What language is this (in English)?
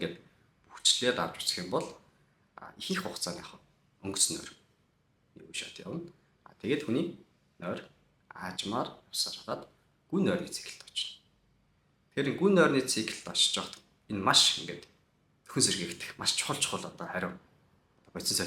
Mongolian